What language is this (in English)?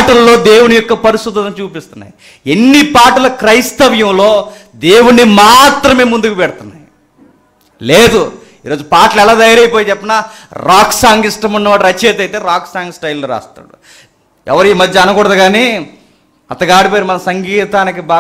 Telugu